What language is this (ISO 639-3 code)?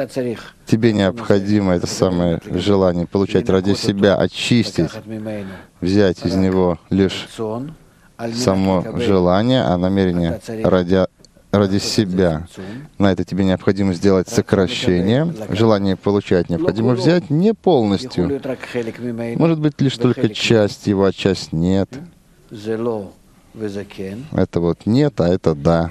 rus